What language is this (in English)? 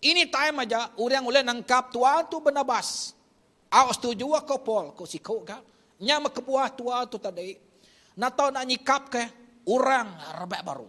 Iban